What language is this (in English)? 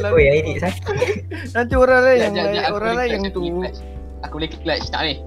Malay